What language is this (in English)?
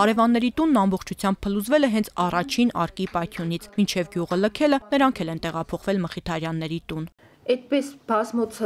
Armenian